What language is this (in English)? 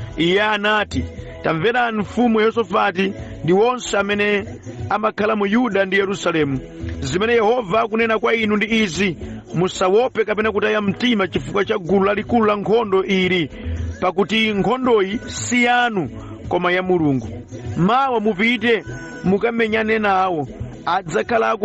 Nyanja